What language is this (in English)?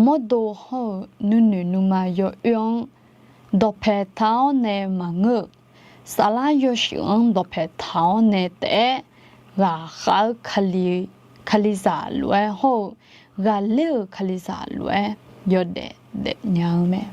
Akha